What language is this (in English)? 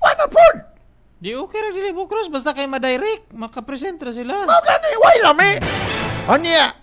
Cebuano